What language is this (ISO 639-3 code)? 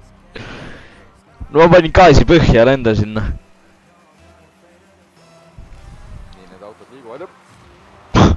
est